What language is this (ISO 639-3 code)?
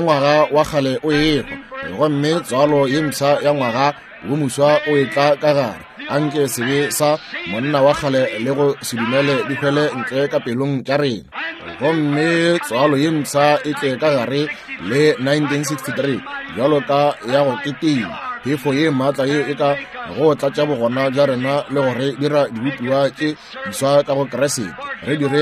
nso